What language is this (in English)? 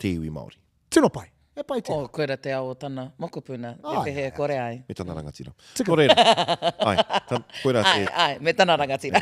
Māori